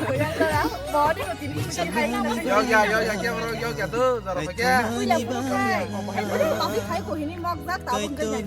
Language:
Kok Borok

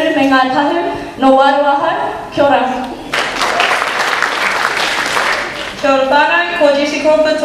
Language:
Māori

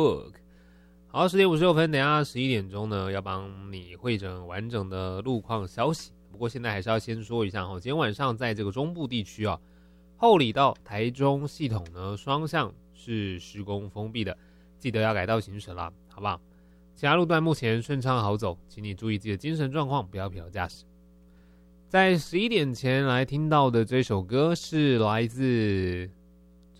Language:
Chinese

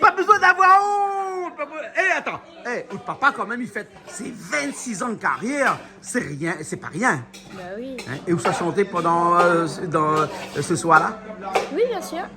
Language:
Réunion Creole French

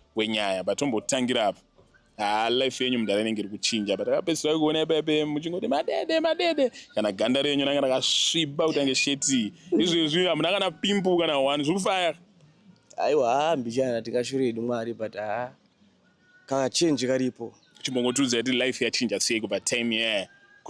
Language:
Shona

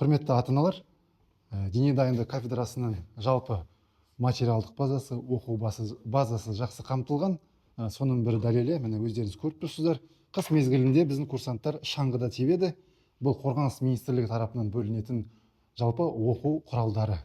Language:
Kazakh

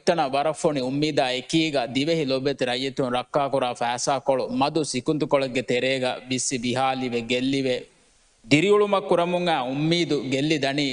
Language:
Divehi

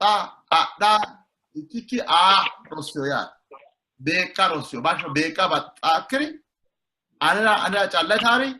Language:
Sidamo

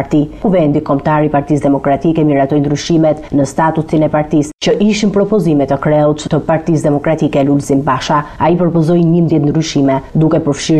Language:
Albanian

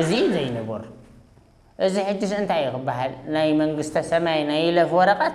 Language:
Tigrinya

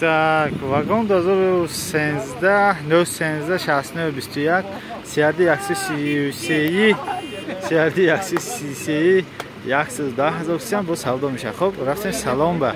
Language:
Tajik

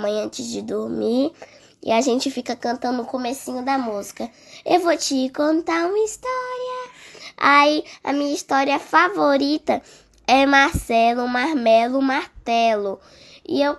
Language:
Portuguese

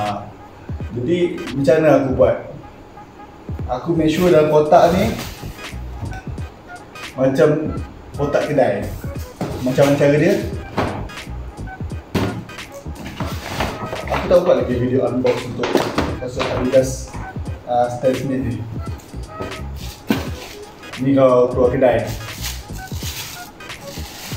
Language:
Malay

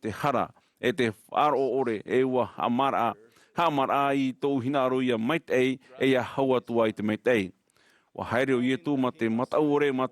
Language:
Tahitian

